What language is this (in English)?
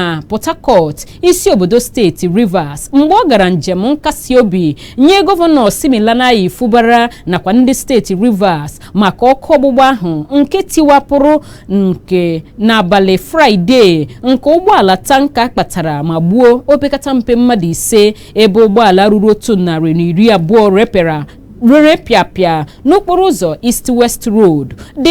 Igbo